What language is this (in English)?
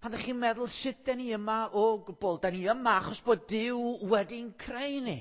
Welsh